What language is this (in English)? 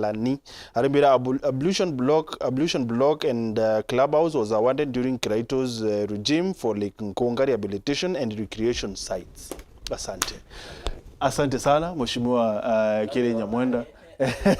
Meru